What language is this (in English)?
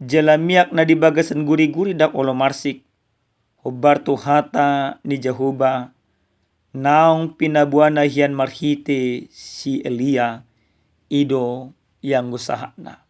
Batak Toba